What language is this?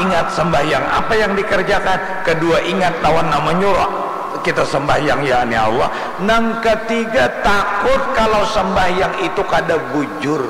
Banjar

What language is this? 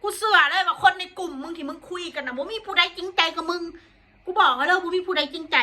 Northeastern Thai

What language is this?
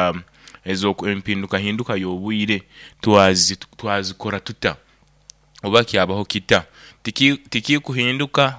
Nyoro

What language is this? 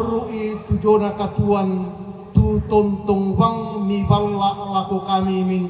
Toraja-Sa'dan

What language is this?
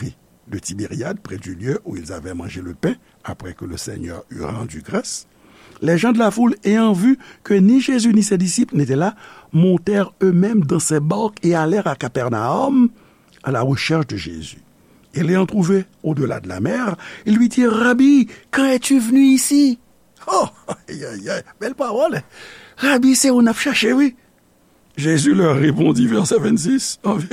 Haitian Creole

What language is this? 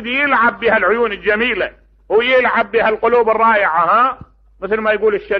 Mesopotamian Arabic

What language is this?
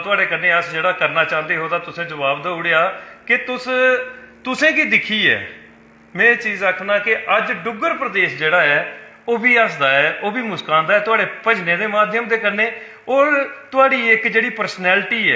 Dogri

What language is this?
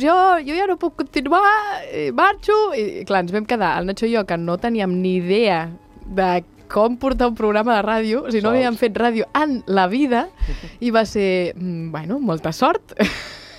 Catalan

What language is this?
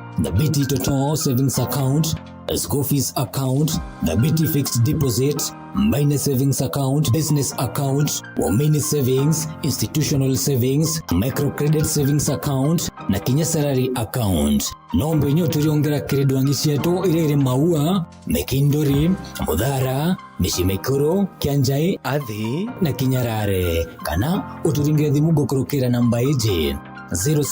Meru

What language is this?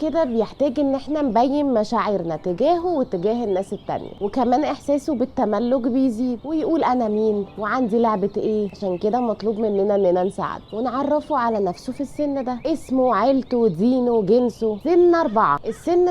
Egyptian Arabic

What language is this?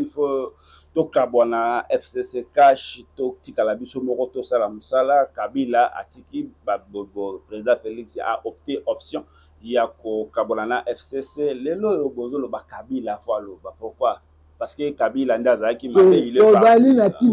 Lingala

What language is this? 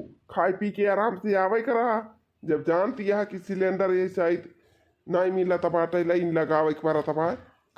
Awadhi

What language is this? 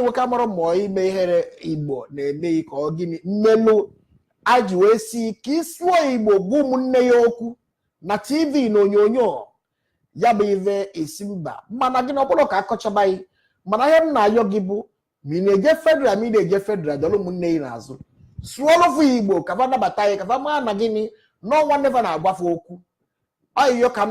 Igbo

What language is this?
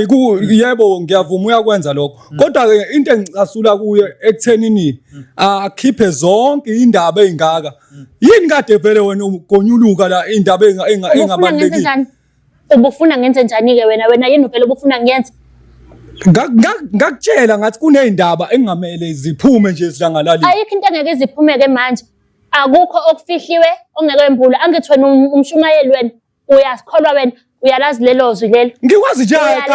Zulu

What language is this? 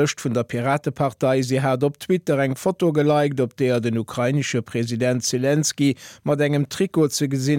Luxembourgish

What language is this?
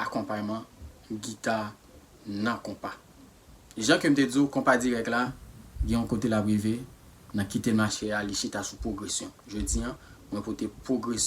Haitian Creole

